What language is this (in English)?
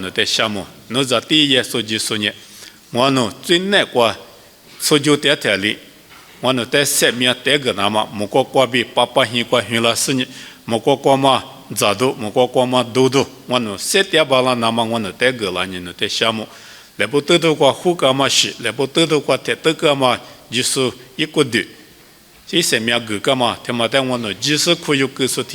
Lisu